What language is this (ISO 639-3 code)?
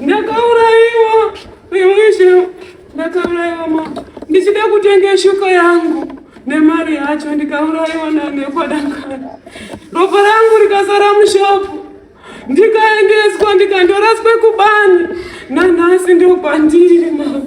sna